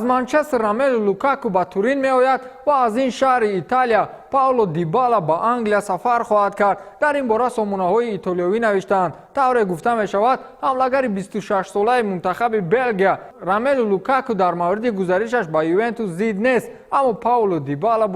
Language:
Tajik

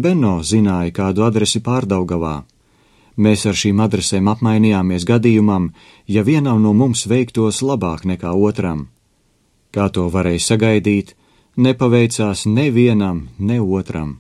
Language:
Latvian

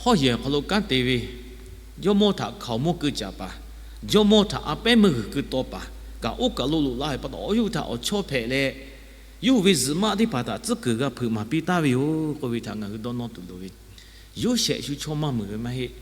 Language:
Lahu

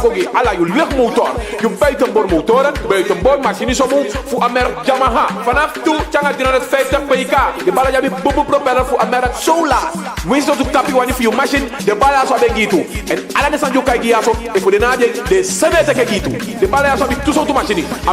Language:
Eastern Maroon Creole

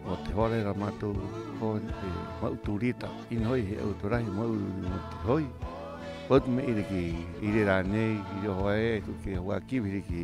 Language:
Rapanui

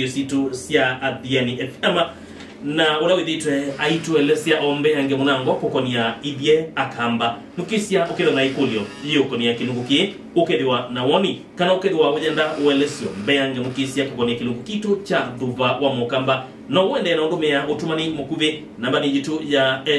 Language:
Kamba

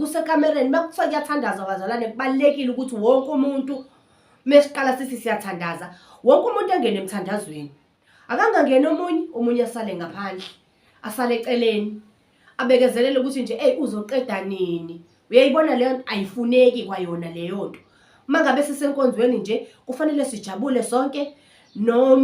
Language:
Zulu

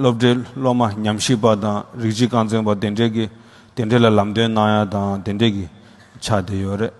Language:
Tibetan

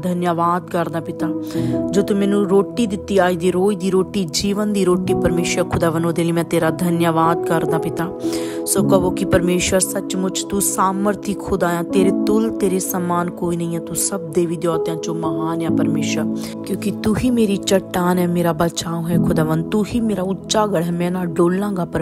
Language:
Punjabi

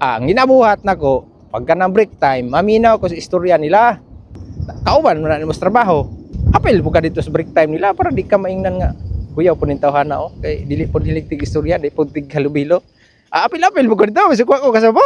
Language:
Cebuano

